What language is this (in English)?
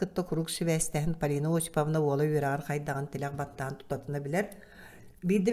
Yakut